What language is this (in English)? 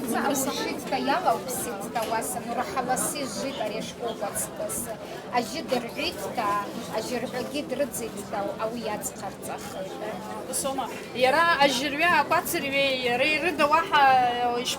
Abkhazian